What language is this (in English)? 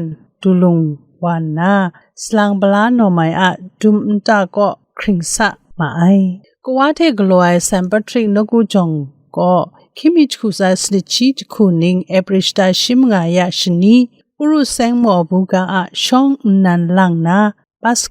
Kachin